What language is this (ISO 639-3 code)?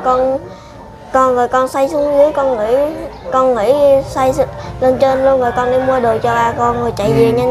vie